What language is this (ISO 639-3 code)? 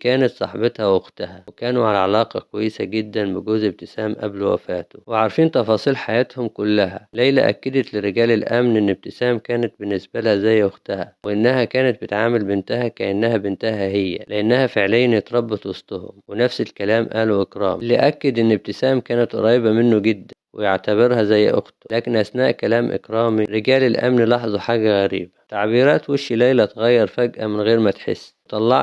arz